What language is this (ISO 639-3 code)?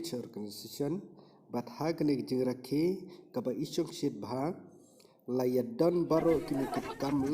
kha